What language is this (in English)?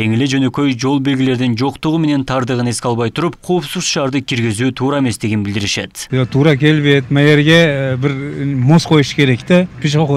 Kyrgyz